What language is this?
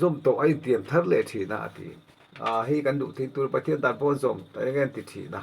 Mizo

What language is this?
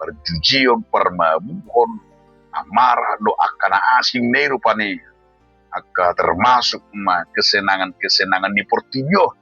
Batak Toba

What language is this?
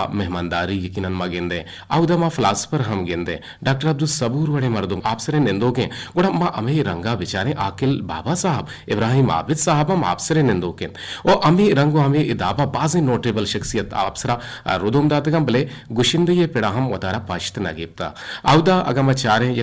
Eastern Balochi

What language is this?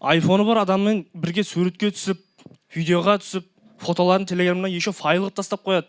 Kara-Kalpak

